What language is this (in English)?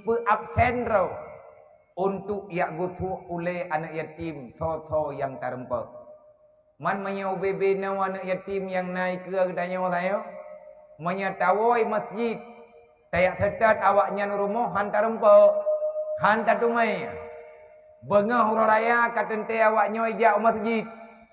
Achinese